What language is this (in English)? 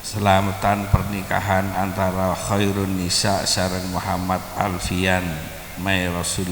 Madurese